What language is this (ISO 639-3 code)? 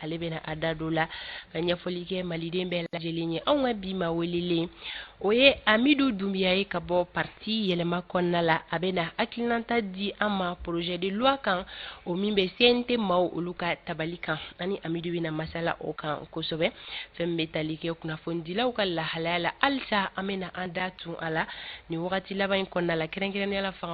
bam